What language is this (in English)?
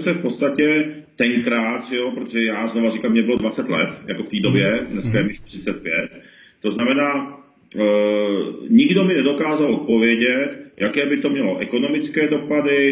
Czech